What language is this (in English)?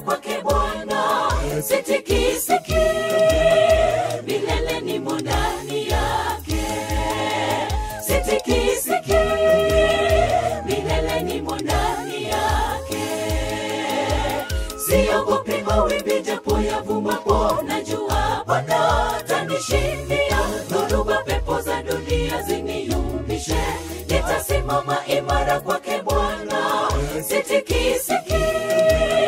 Swahili